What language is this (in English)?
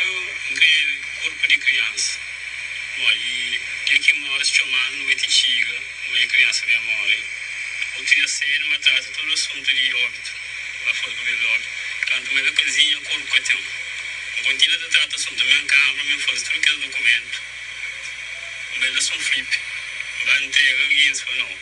Kabuverdianu